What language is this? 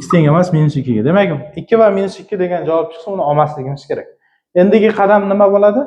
Uzbek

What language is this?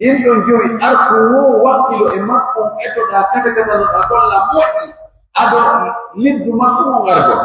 Pular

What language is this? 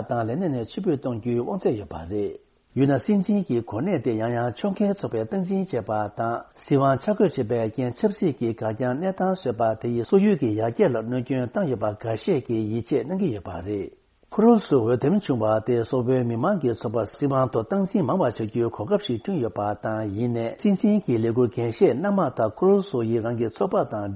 Tibetan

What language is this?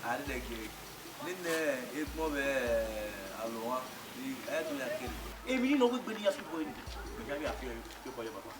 Bini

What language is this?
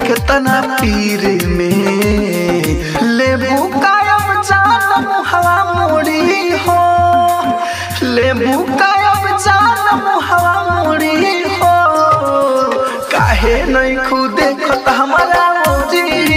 Bhojpuri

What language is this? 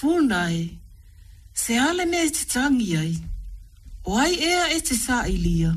Samoan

